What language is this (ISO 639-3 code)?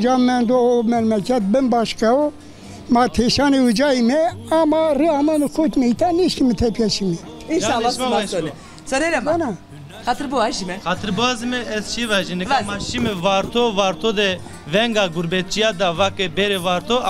zza